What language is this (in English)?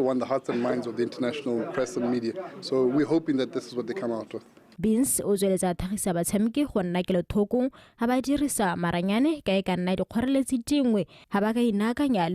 Tswana